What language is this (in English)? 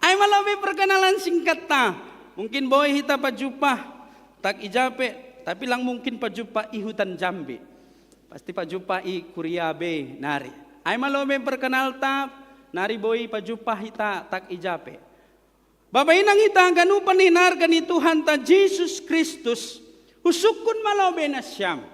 Batak Simalungun